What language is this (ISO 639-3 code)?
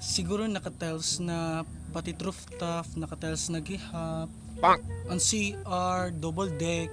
war